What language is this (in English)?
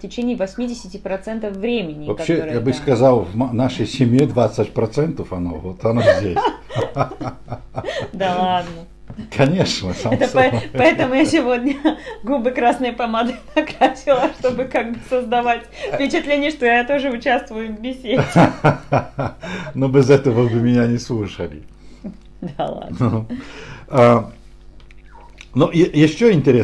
Russian